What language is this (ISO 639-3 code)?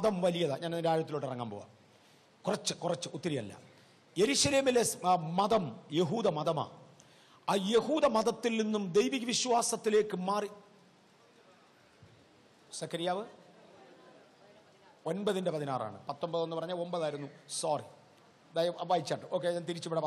mal